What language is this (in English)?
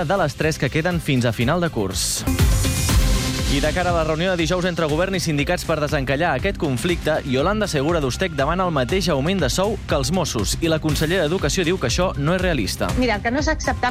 Catalan